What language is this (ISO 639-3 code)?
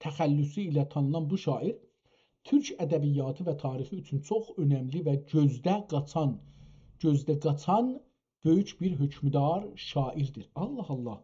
azb